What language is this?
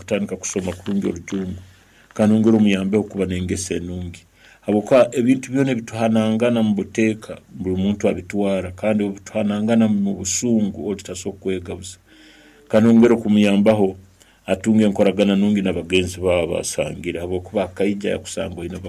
Nyankole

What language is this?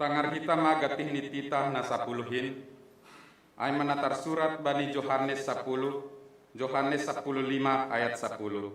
Batak Simalungun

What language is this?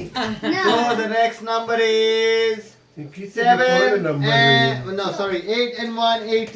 Konkani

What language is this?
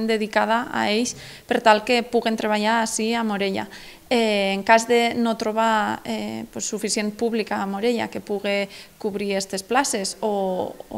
Catalan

